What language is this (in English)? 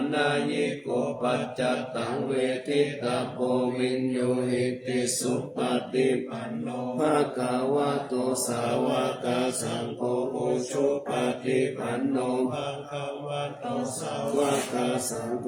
Pali